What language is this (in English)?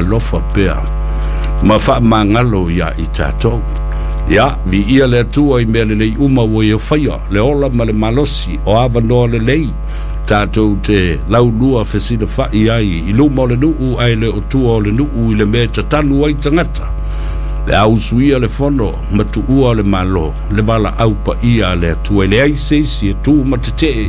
Samoan